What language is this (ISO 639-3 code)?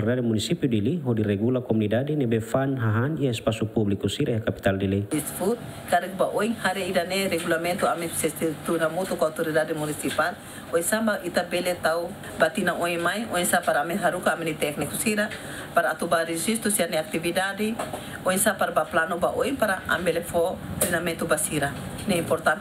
tet